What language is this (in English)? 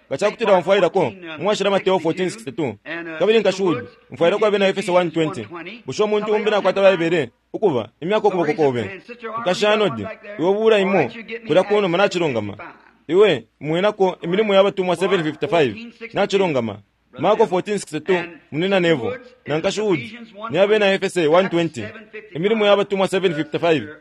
Bemba